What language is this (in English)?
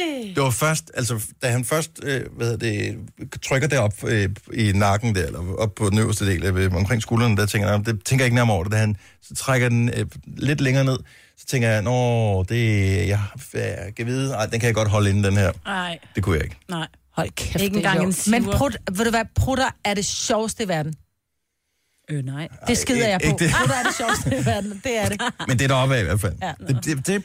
Danish